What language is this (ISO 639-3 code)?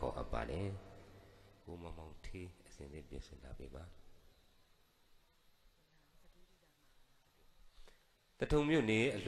mya